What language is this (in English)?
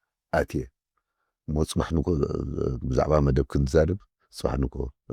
Tigrinya